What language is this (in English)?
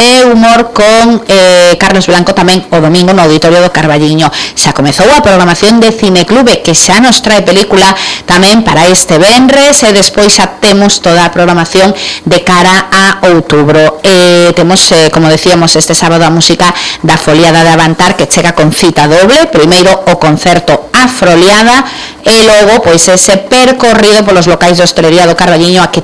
Galician